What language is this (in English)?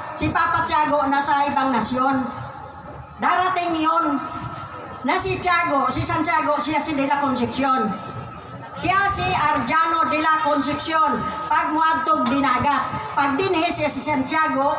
Cebuano